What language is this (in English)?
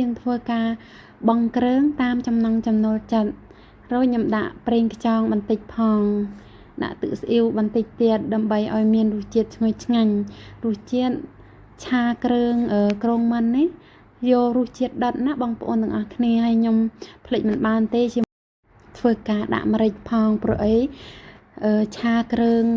Khmer